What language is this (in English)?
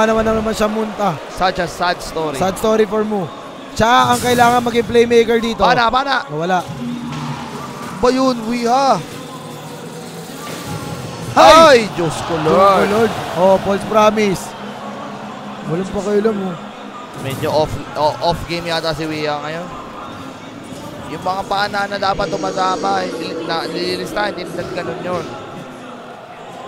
Filipino